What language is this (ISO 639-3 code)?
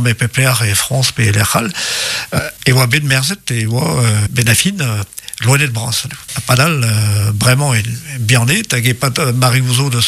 bre